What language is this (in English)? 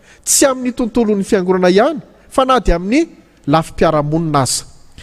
Malagasy